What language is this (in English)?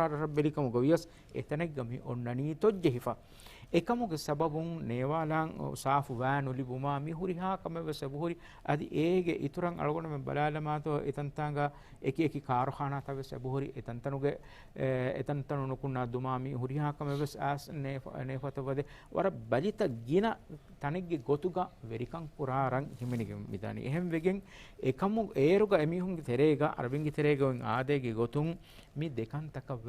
Divehi